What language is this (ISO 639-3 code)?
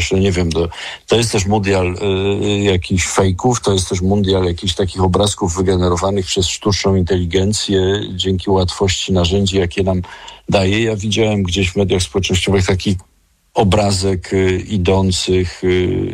pol